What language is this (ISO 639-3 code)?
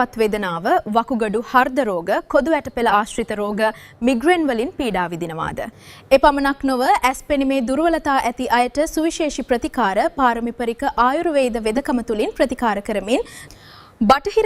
sin